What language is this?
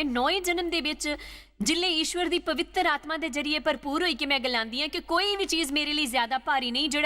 Dogri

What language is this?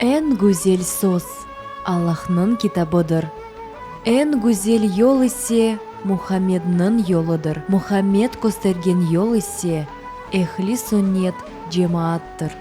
Crimean Tatar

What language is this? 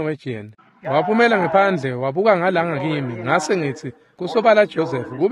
Swati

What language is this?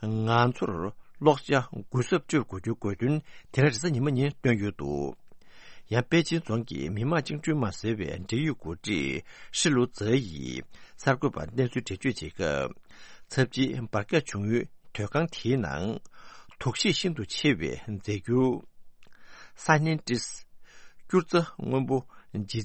Tibetan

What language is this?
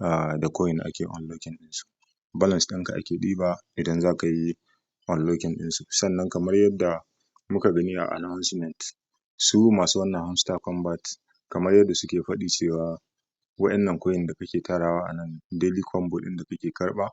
Hausa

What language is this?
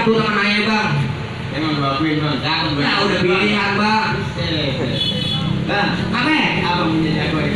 Betawi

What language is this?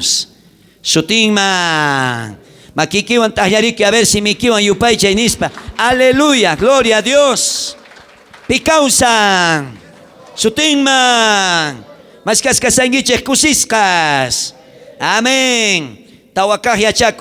South Bolivian Quechua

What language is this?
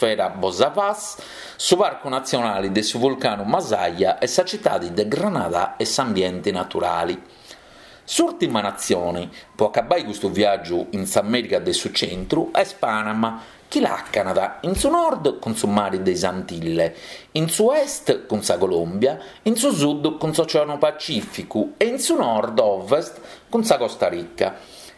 Sardinian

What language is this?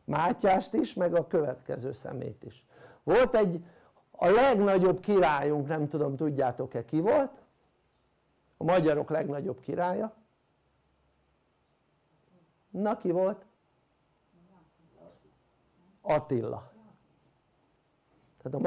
Hungarian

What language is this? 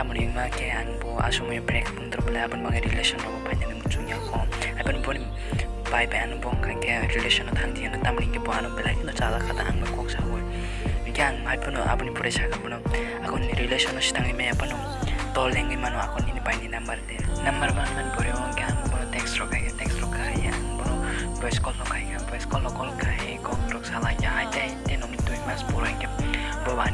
Kok Borok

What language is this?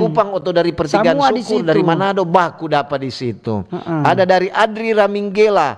Manado Malay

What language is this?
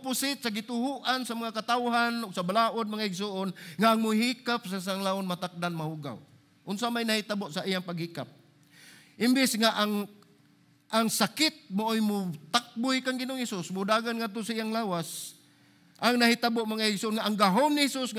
Cebuano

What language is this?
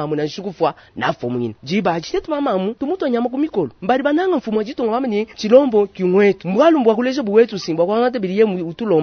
Luba-Lulua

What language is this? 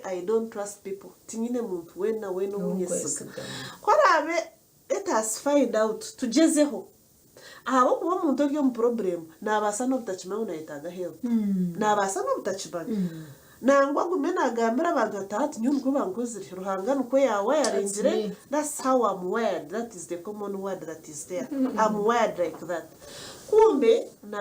Nyankole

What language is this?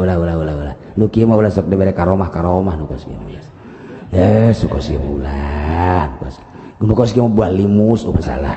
Sundanese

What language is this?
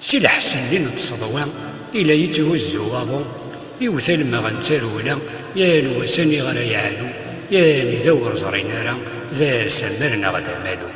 Kabyle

